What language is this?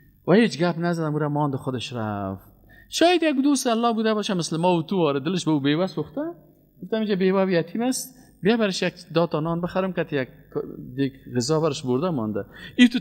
Persian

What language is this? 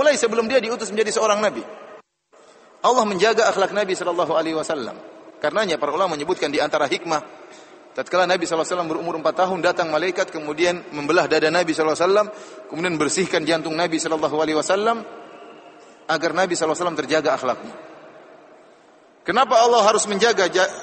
Indonesian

